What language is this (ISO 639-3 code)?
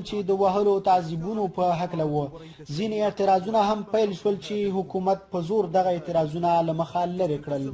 pus